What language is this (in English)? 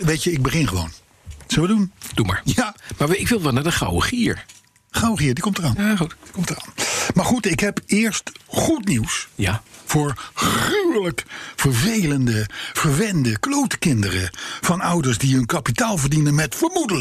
Dutch